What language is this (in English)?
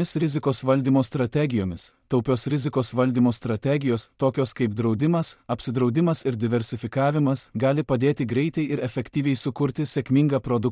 Lithuanian